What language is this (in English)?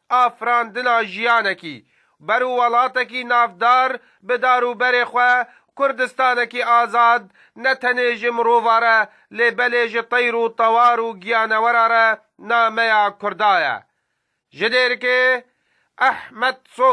Kurdish